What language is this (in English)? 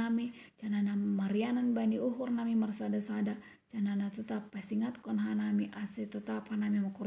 Batak Simalungun